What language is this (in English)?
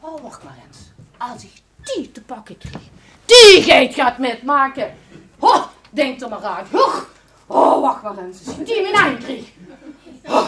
Limburgish